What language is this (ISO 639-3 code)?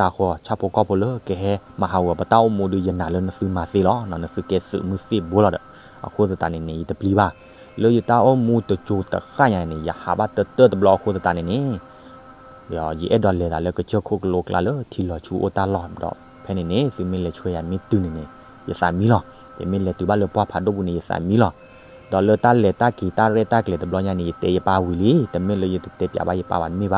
ksw